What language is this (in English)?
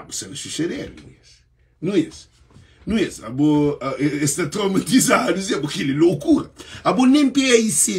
Kabuverdianu